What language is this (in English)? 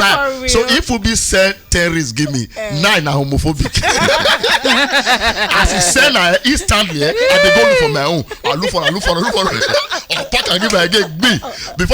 Nigerian Pidgin